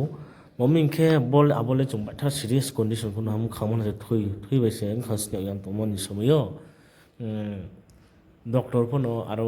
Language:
Riang (India)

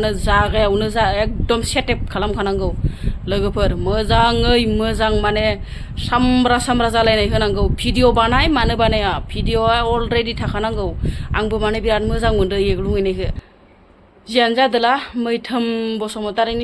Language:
Bodo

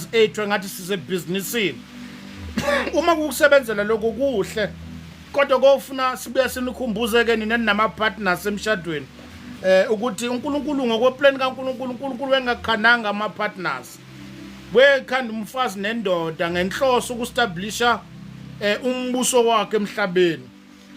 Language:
Zulu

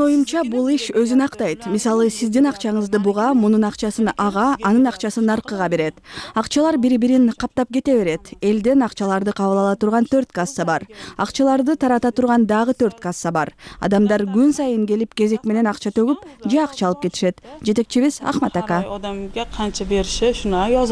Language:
Kyrgyz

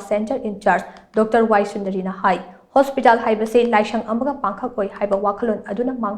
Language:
Manipuri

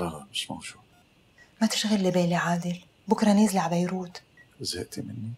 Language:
North Levantine Arabic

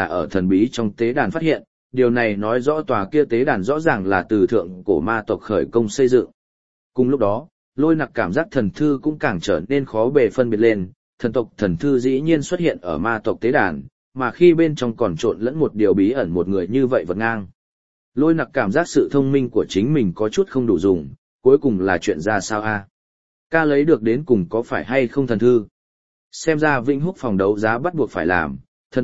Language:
Vietnamese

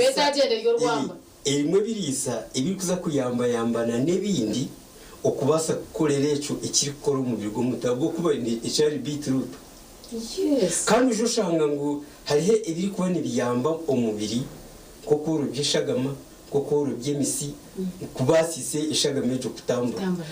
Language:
Nyankole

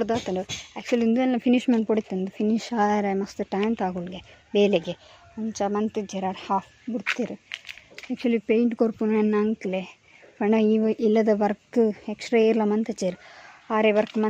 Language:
Tulu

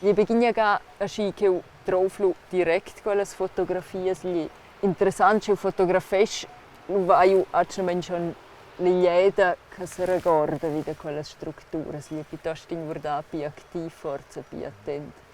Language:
Romansh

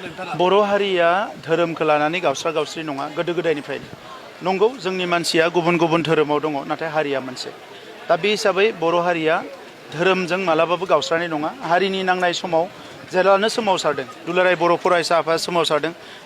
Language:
Bodo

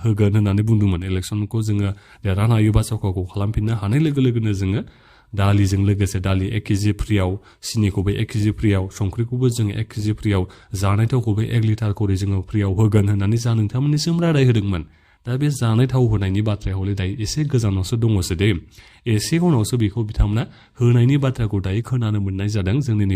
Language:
Bodo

